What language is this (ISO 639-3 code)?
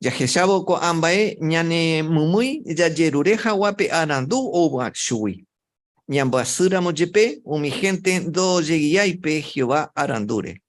grn